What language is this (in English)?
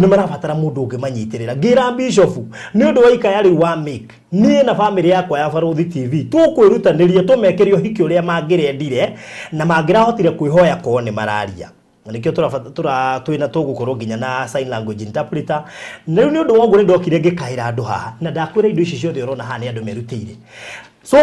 Kikuyu